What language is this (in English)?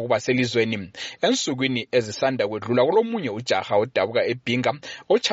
North Ndebele